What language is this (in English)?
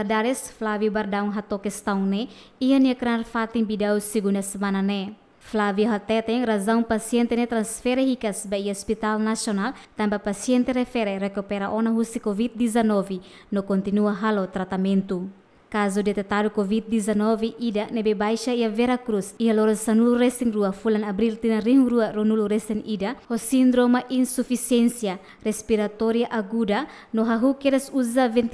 Tetum